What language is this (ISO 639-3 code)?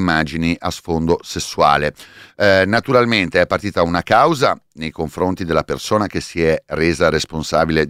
ita